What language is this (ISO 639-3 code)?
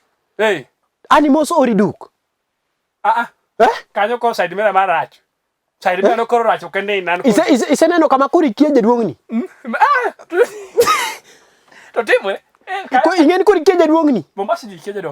luo